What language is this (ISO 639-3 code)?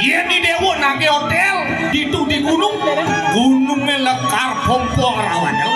ban